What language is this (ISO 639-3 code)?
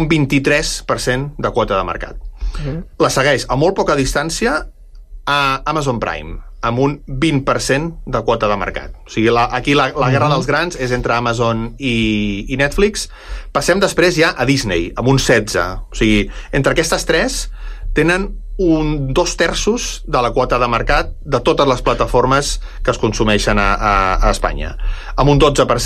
cat